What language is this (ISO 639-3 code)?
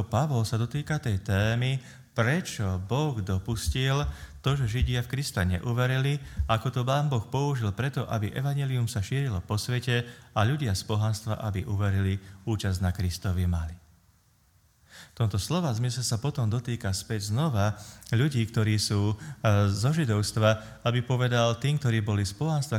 slk